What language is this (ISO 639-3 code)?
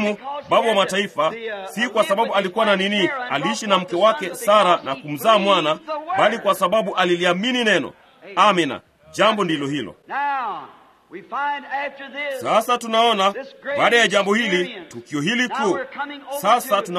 swa